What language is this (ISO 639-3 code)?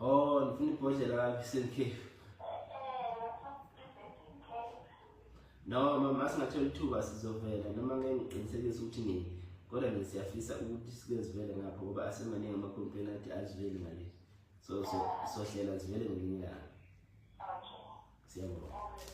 zul